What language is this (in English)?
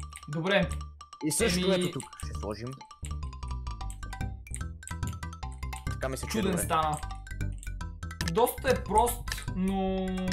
Bulgarian